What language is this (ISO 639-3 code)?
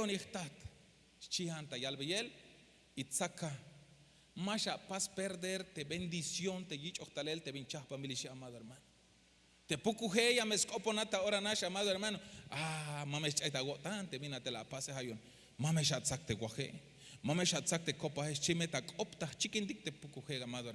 tzh